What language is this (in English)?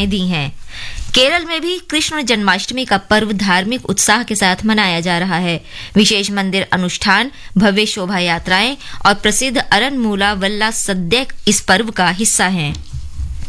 Hindi